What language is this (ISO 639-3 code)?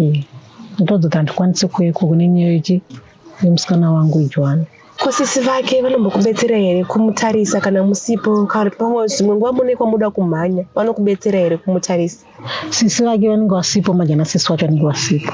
sna